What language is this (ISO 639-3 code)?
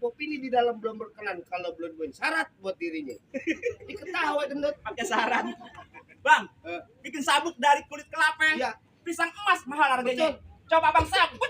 bew